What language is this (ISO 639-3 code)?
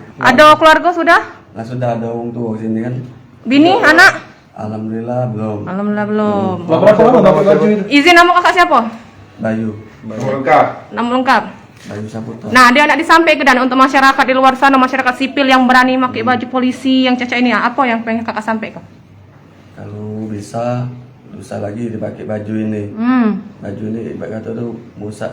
mui